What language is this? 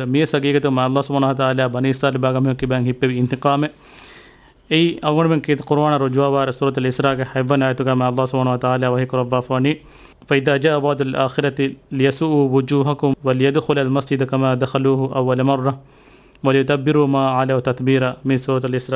Divehi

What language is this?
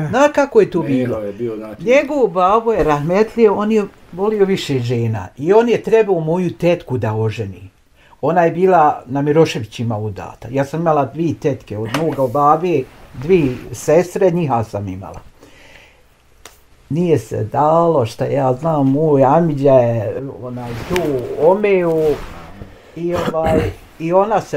Bosnian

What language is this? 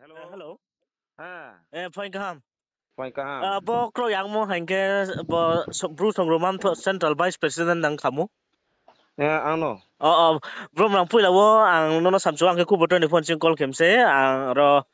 Riang (India)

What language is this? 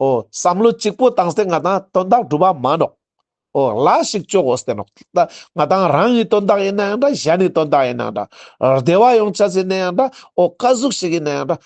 Ladakhi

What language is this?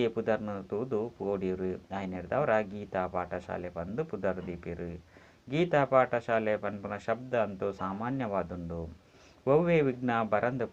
Tulu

